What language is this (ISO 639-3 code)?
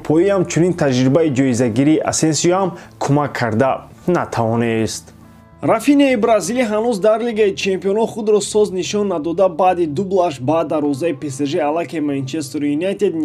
tgk